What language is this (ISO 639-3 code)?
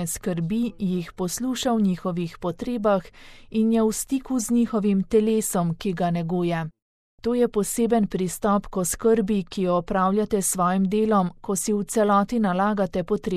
slv